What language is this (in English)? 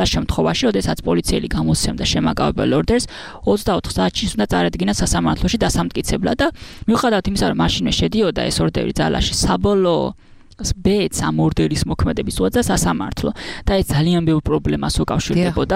Georgian